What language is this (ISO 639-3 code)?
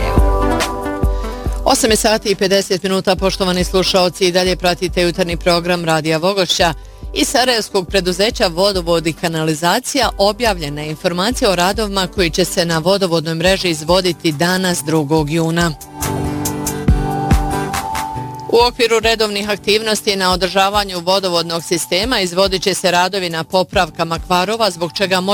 bos